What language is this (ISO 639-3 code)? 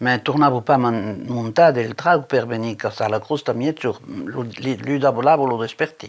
oci